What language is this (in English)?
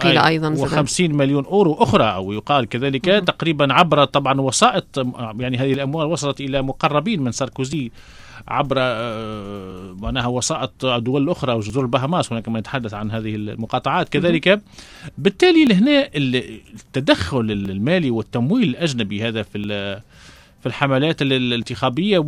Tunisian Arabic